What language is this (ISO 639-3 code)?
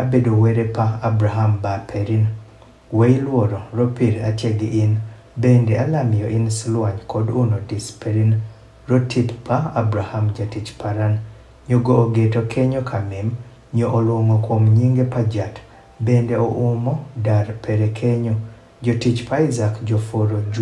adh